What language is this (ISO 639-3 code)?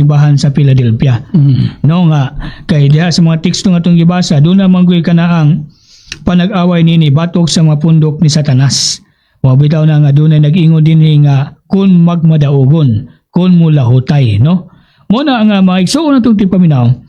ceb